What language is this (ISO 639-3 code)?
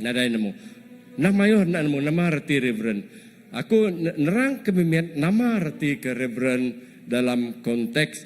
iba